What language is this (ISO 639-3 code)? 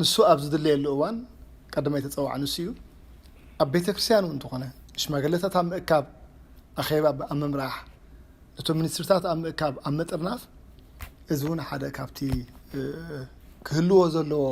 tir